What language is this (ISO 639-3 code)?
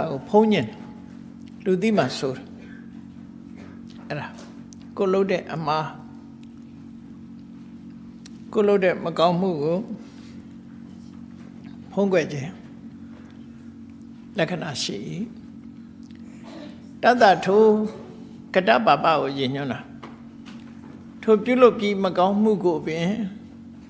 mya